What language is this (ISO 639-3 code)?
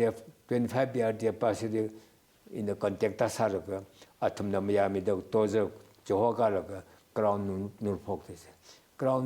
nmf